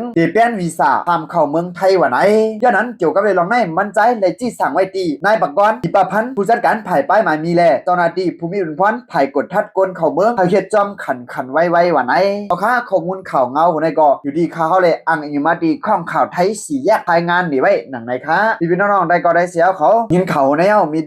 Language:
Shan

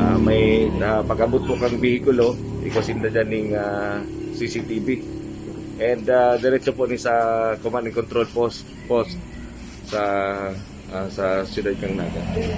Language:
Bikol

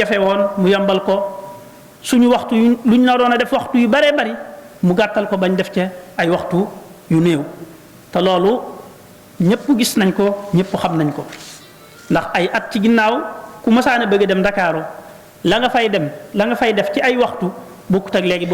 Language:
Wolof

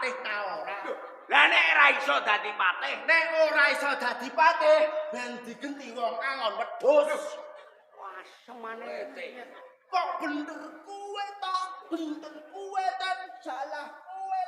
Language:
Javanese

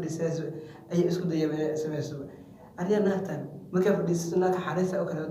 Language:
Somali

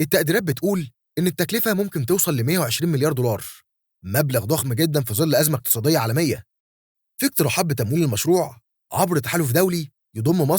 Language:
Egyptian Arabic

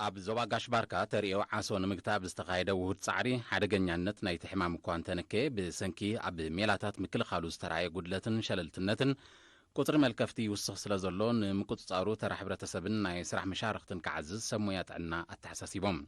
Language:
Tigrinya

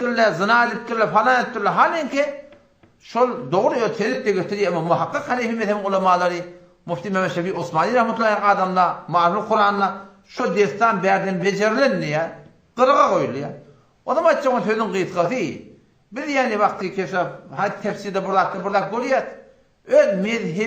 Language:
Turkmen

